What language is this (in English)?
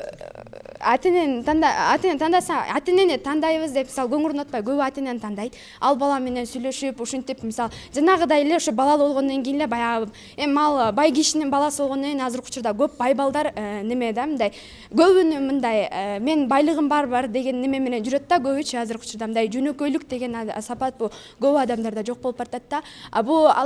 Kyrgyz